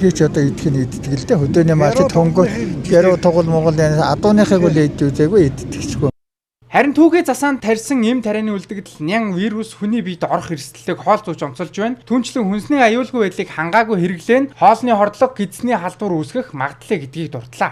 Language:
Mongolian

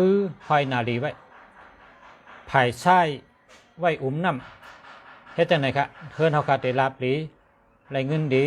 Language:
Shan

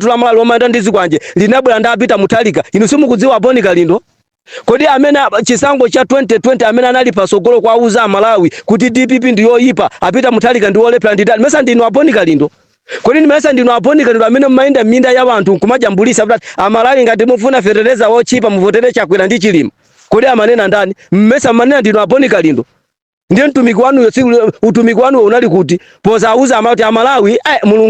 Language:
Nyanja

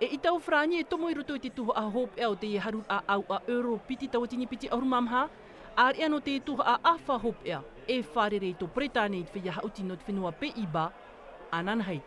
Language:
Tahitian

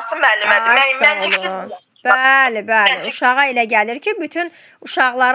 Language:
Azerbaijani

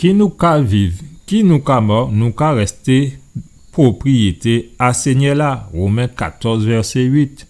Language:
Guadeloupean Creole French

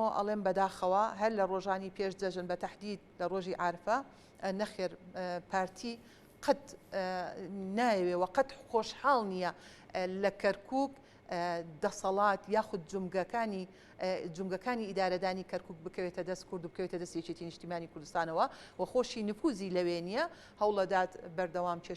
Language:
Central Kurdish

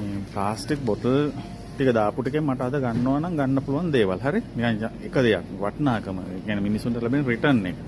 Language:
Sinhala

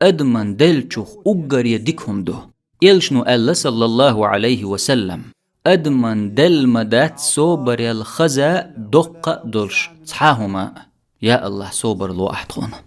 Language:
Chechen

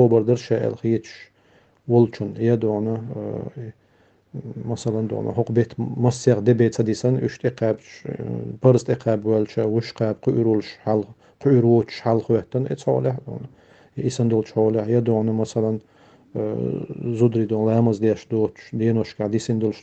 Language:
Chechen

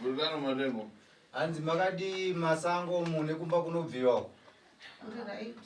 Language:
Shona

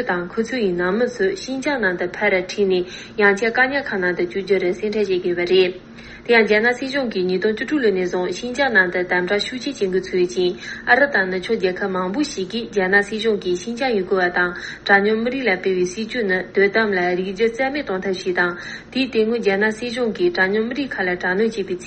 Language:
Tibetan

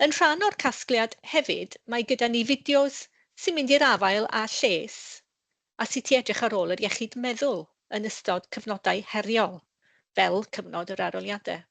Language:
Welsh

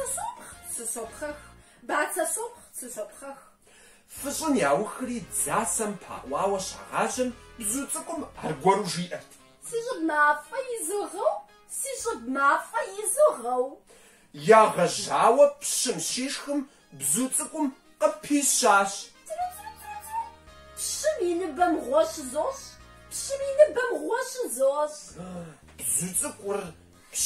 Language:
Kabardian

